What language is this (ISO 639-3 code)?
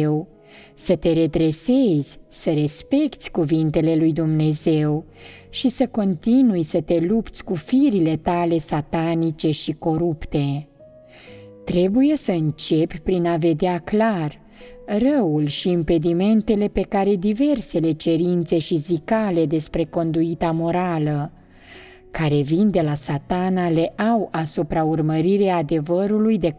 ron